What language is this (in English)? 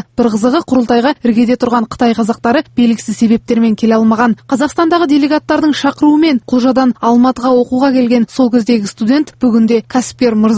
Kazakh